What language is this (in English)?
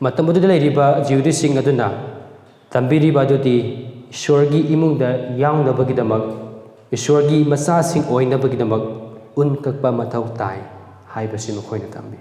Manipuri